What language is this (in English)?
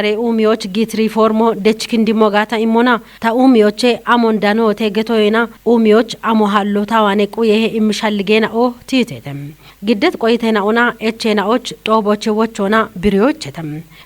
Kafa